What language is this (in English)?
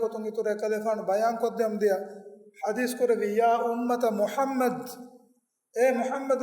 Divehi